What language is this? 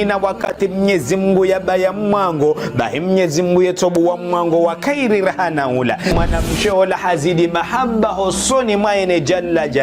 Ngazidja Comorian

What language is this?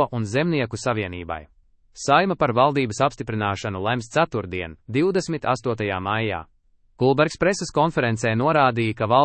Latvian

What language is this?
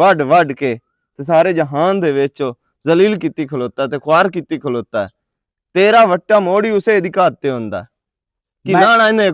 Western Panjabi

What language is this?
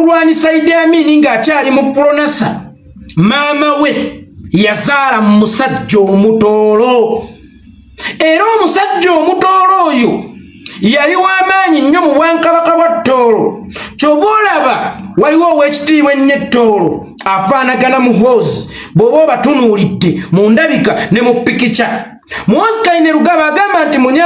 Ganda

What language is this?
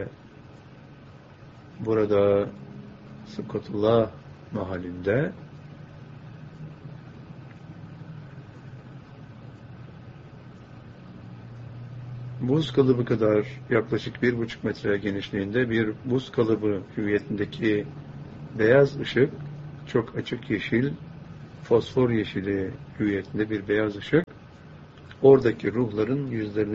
Turkish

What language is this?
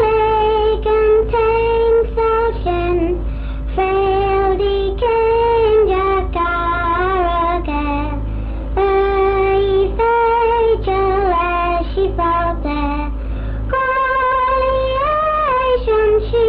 Manx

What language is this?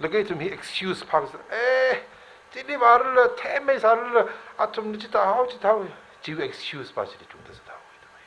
Tangkhul Naga (India)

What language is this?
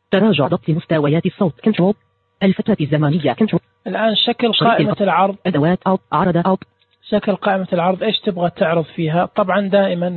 Najdi Arabic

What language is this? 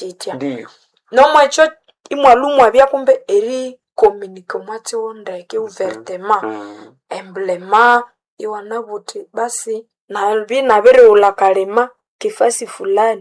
Nande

